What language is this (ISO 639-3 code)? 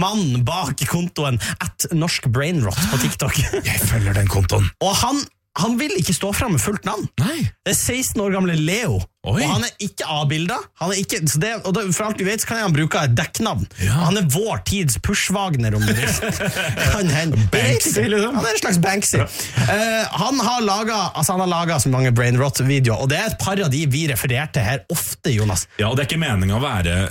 nor